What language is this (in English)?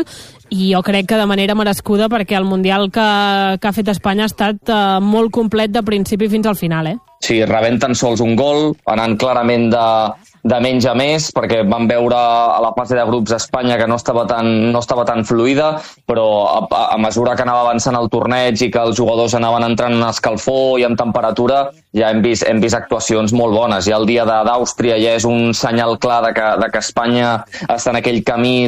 Catalan